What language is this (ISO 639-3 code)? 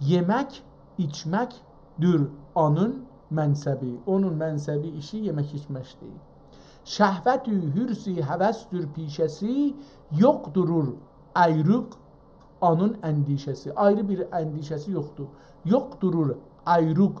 azb